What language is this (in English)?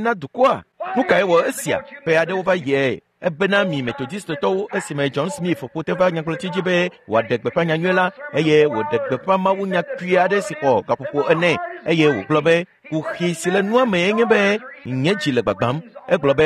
Ewe